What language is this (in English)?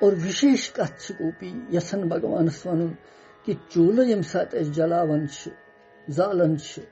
Kashmiri